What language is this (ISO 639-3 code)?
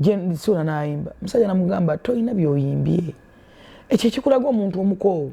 lug